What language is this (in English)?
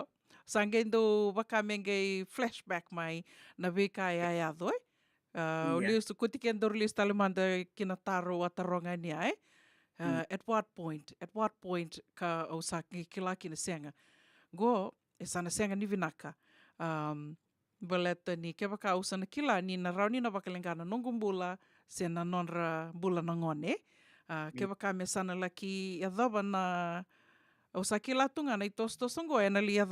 Fijian